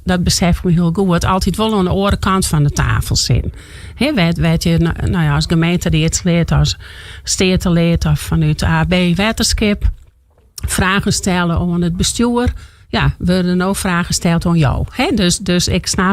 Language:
Western Frisian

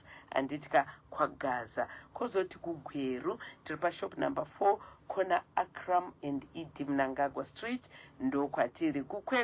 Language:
Shona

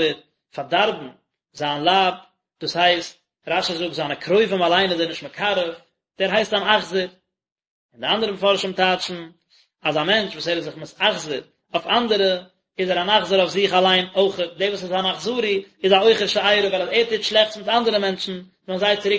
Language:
Yiddish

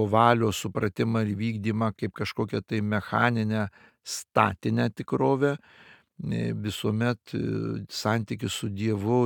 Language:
Lithuanian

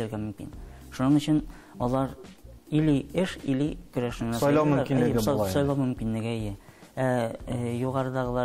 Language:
Tatar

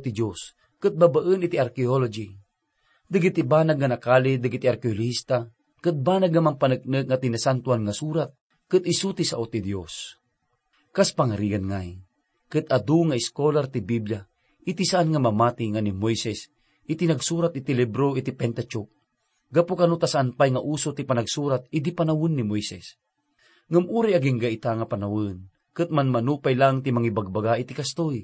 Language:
Iloko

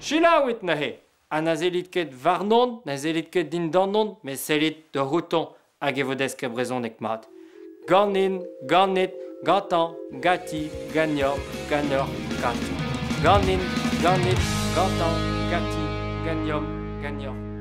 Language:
Breton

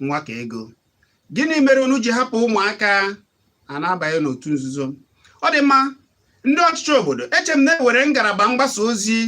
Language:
Igbo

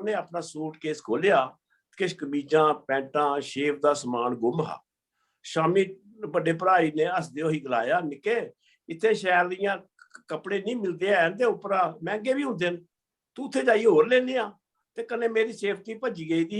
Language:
Dogri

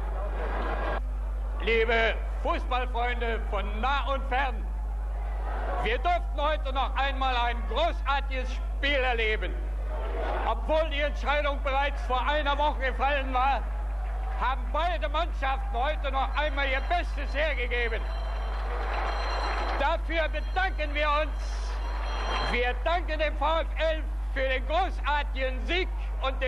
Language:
German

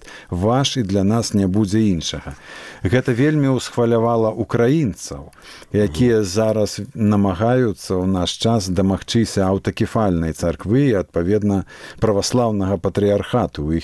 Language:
Belarusian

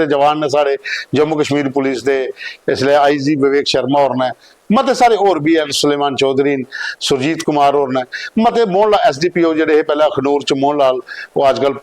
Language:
Dogri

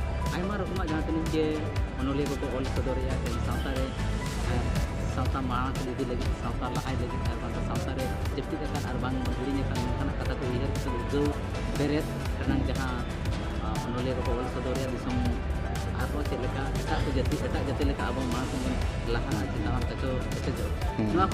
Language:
Santali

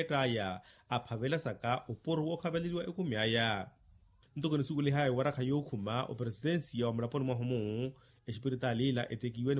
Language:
Makhuwa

